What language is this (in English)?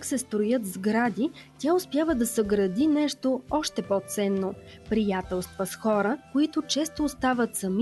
Bulgarian